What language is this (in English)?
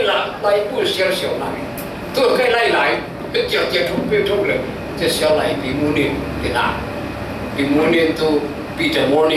Falam Chin